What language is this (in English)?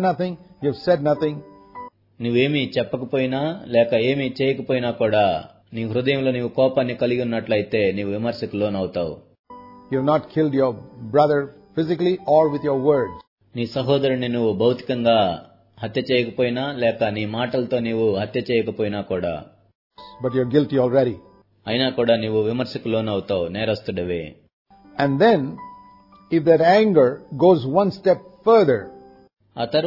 Telugu